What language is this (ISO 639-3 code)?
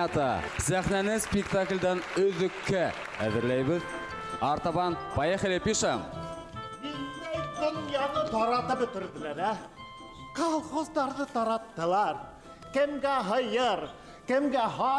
bak